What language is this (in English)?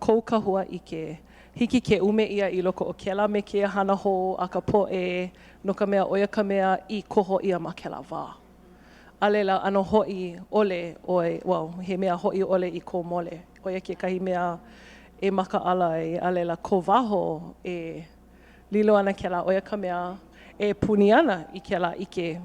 Hawaiian